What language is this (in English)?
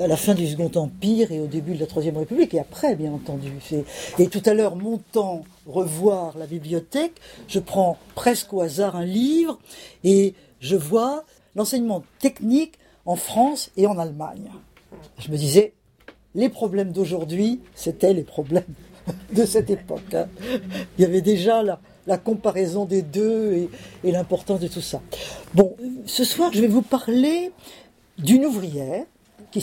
French